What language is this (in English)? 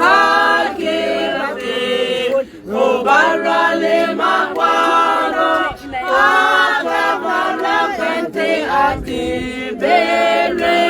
Tswana